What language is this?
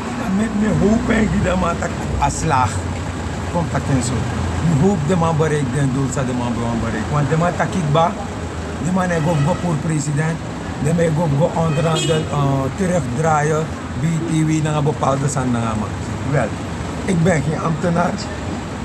Sranan Tongo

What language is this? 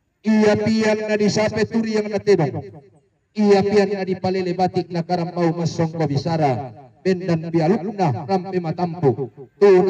Toraja-Sa'dan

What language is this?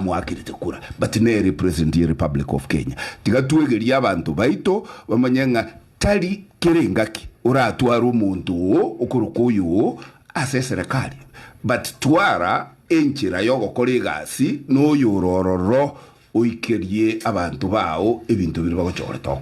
Gusii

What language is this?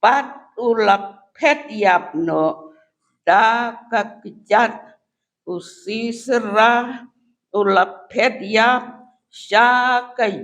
Khasi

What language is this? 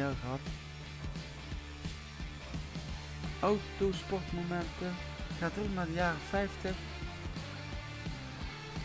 Dutch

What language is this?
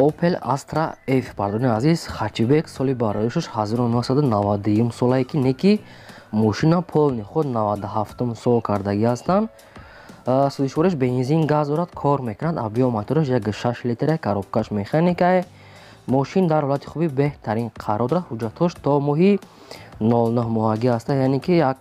Tajik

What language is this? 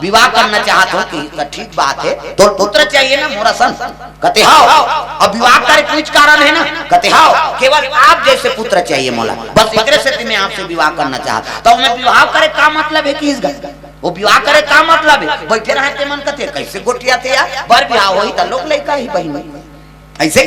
Chhattisgarhi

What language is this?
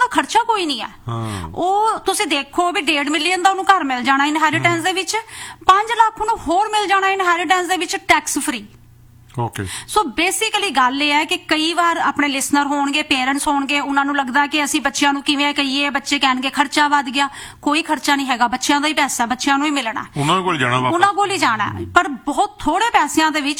Punjabi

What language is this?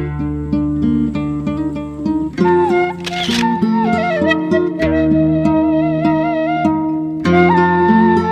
Sundanese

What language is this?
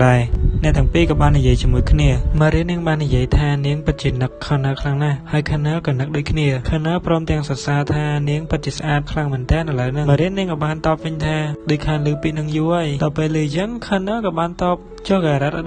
Khmer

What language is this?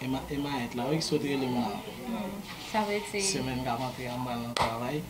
Haitian Creole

